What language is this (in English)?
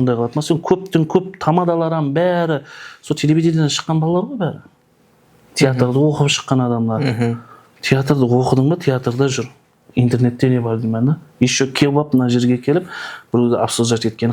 Kara-Kalpak